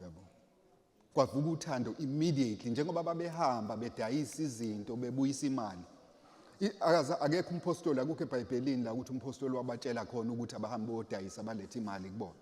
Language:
Zulu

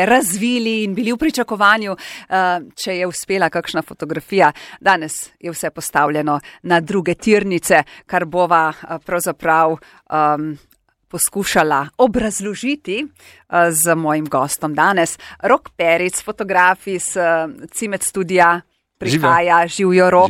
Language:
Slovenian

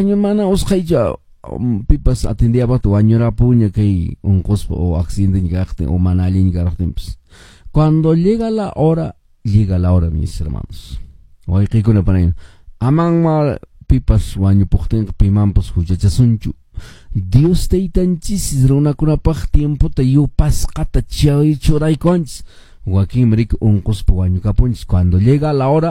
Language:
Quechua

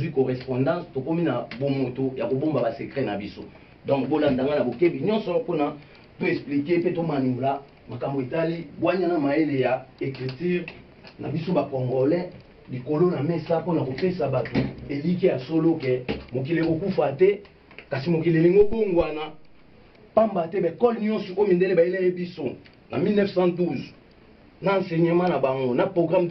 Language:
Lingala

